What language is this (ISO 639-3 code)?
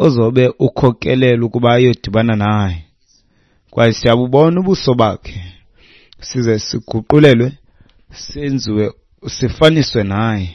xho